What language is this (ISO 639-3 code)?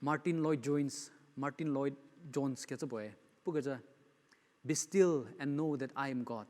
njm